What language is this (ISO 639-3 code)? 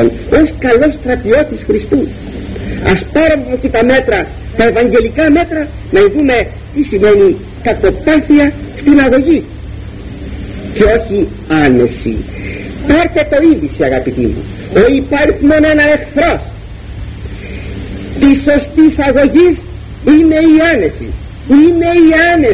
ell